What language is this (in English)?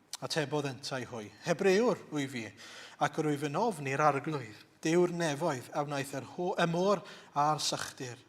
Welsh